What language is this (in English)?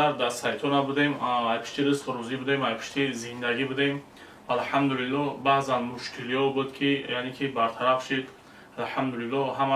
Tajik